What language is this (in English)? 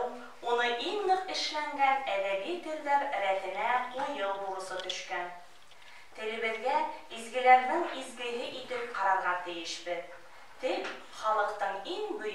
Bashkir